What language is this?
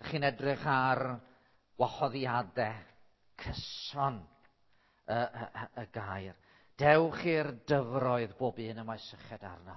Welsh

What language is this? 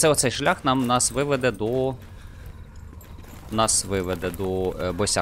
Ukrainian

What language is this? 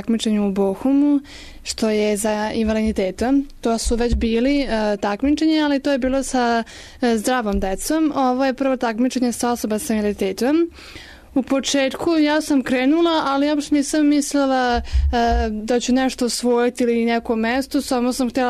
Serbian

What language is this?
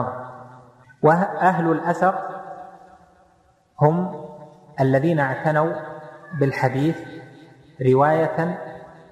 Arabic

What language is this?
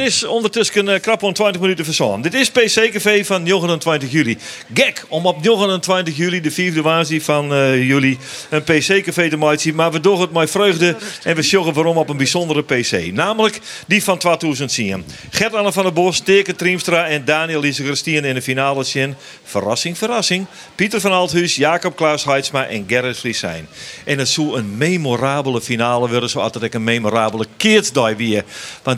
Western Frisian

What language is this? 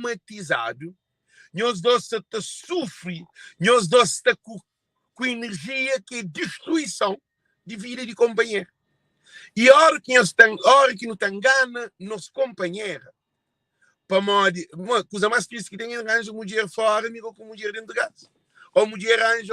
Kabuverdianu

